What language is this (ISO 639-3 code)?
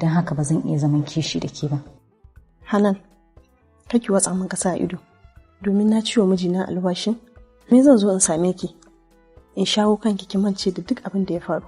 hau